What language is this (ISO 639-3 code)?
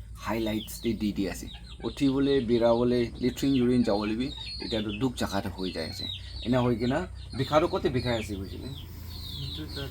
nag